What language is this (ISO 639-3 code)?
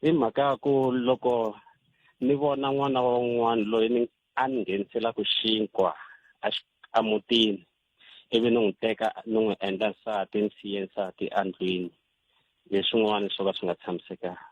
tso